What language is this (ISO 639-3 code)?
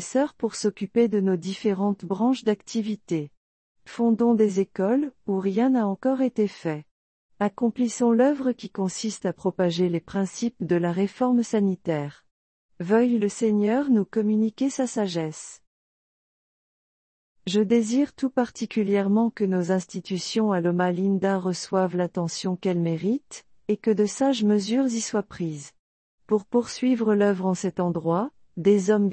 fra